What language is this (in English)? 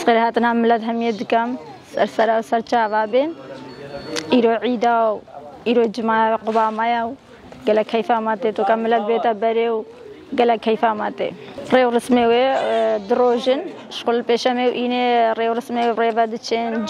Kurdish